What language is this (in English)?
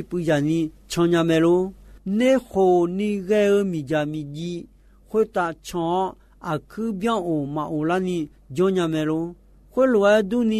Akha